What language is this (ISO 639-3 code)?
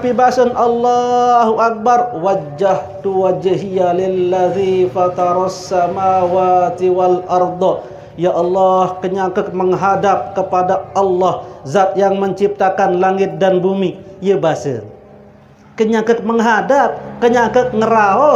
sas